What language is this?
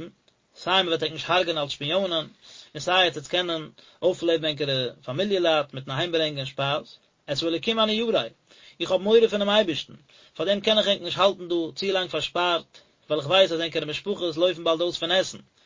Yiddish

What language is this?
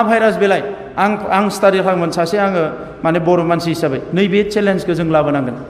Bodo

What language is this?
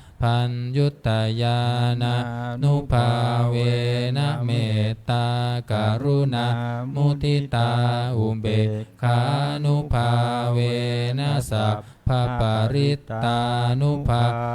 Pali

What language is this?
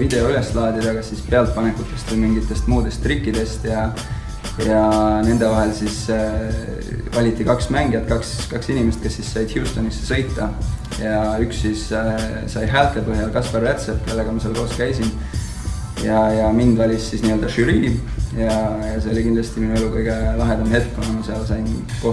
Estonian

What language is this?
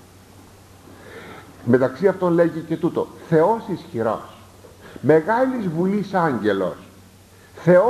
Greek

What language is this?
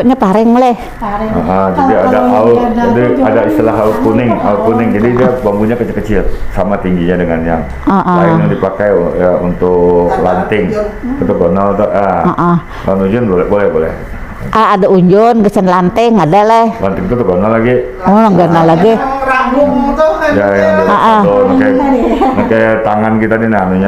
Banjar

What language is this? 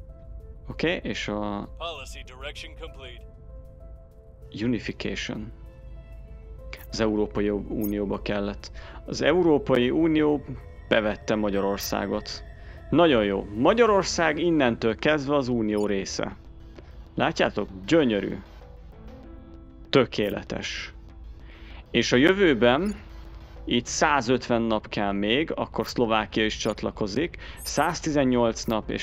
Hungarian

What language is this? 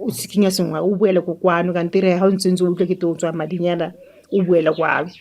Tswana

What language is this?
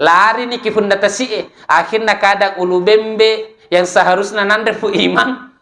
Buginese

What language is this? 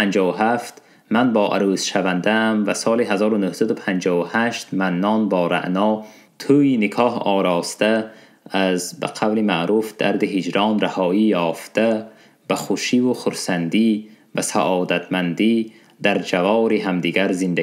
Tajik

